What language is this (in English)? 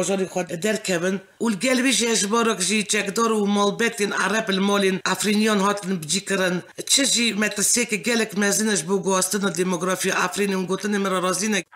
Kurdish